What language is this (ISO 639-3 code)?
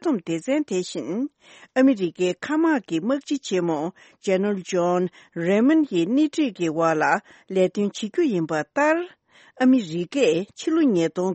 bod